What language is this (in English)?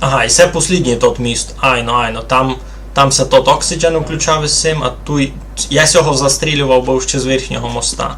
Rusyn